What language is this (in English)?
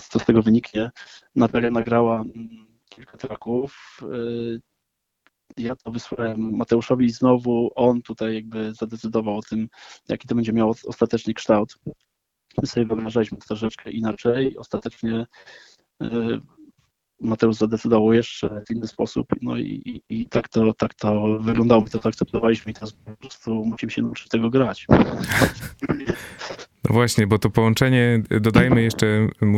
Polish